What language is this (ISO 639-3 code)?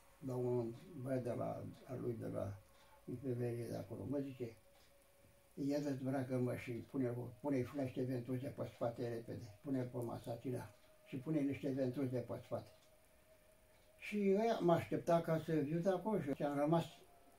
ron